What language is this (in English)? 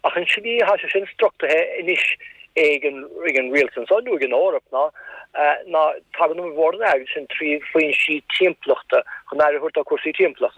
Irish